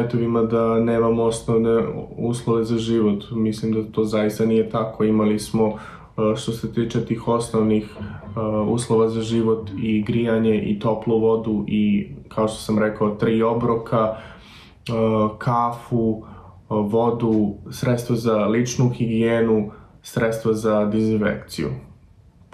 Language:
Bosnian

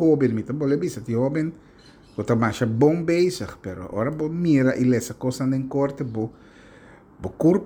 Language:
Papiamento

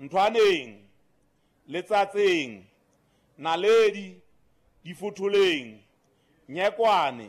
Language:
Southern Sotho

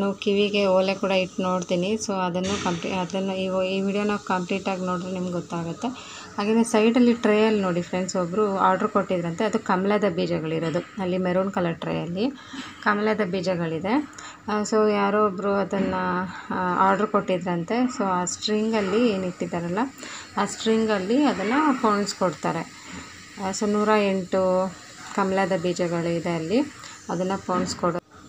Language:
Kannada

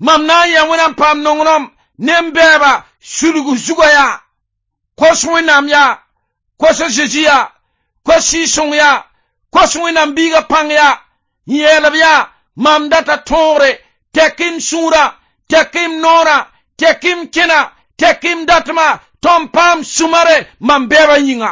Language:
Mossi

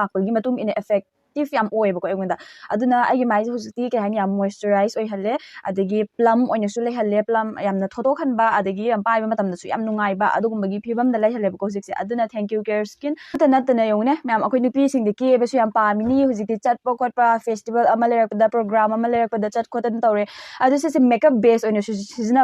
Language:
Manipuri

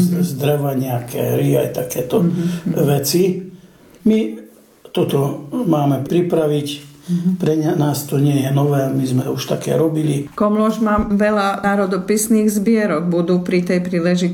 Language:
Slovak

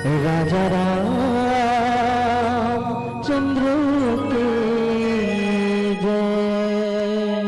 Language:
Chhattisgarhi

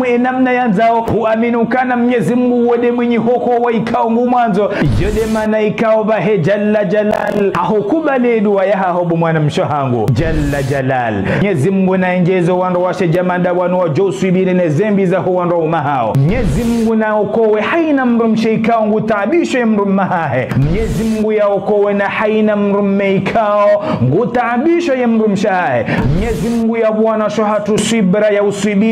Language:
Ngazidja Comorian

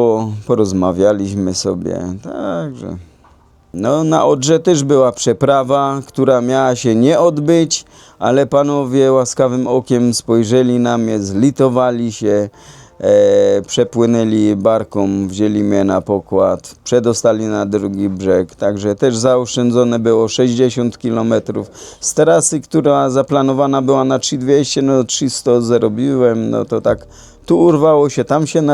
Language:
Silesian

